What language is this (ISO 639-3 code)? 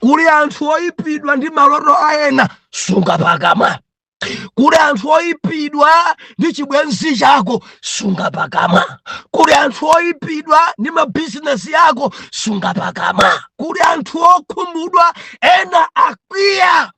nya